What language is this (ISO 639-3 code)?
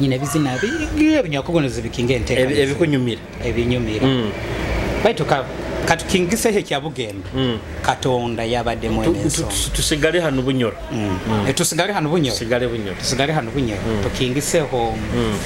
nyo